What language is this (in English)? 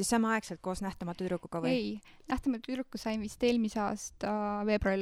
Estonian